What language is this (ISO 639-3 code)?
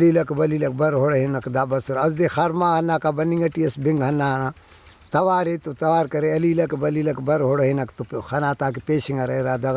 brh